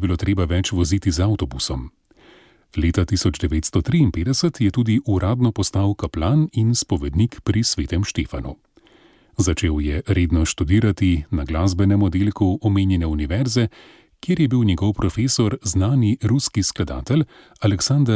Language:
Slovenian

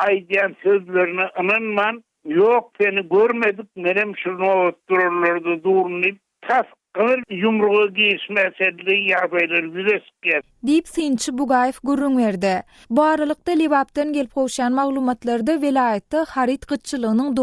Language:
Turkmen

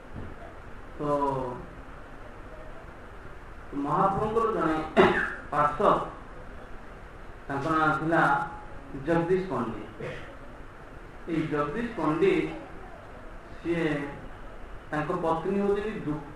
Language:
Odia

